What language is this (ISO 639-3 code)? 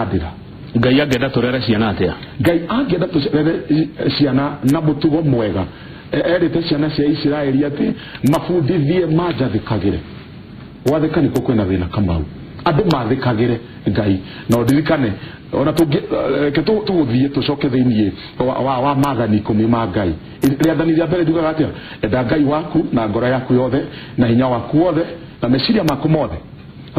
kik